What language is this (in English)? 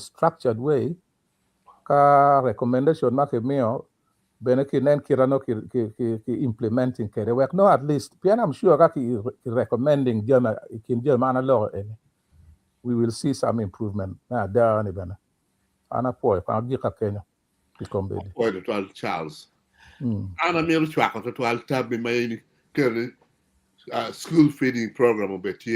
Acoli